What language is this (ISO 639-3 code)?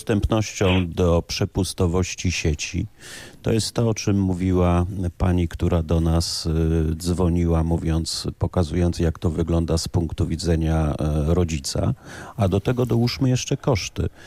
pol